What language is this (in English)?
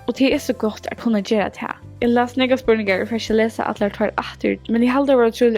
Faroese